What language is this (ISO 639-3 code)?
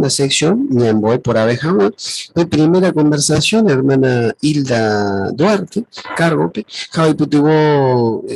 grn